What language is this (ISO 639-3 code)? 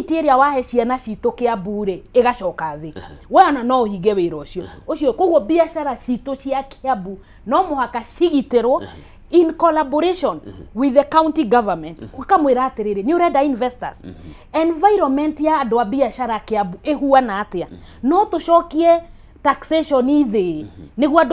kik